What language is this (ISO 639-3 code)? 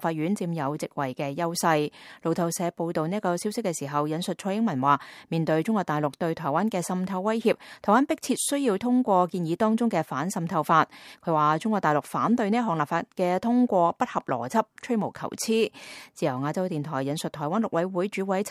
yue